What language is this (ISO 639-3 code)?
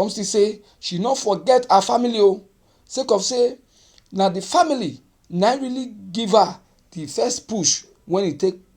pcm